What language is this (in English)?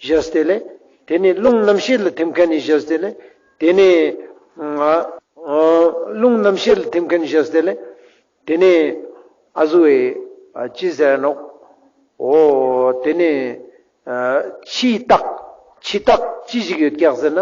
Ladakhi